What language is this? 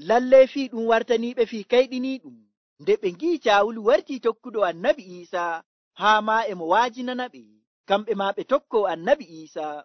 Nigerian Fulfulde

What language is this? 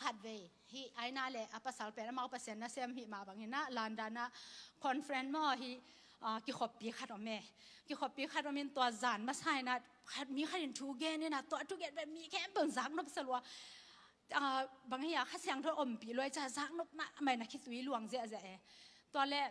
Tedim Chin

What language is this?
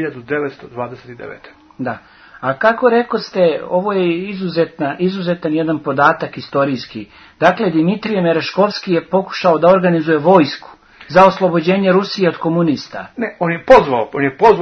Serbian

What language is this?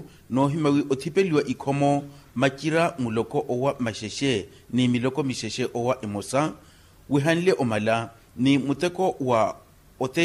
Makhuwa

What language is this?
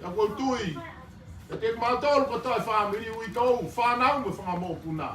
Tongan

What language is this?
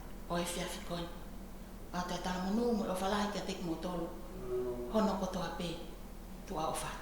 Tongan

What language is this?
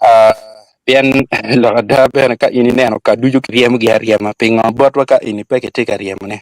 Acoli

